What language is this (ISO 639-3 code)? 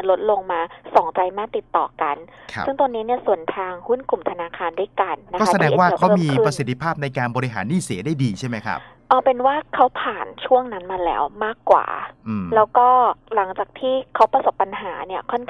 tha